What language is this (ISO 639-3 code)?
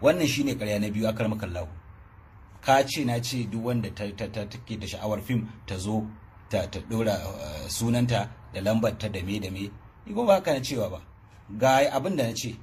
hau